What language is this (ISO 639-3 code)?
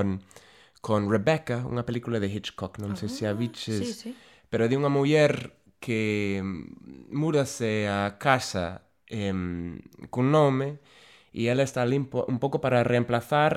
glg